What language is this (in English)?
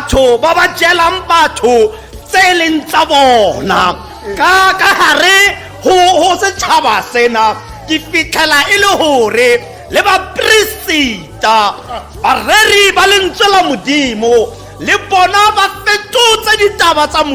Tswana